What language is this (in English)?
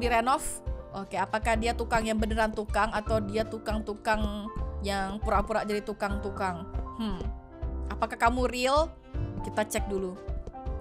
Indonesian